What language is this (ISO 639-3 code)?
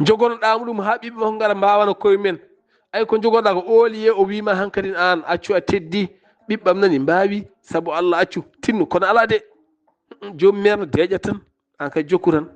ful